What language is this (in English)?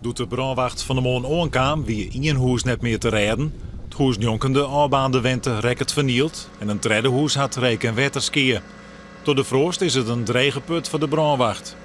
Western Frisian